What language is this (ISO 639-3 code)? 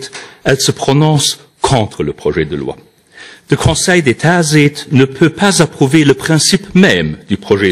ltz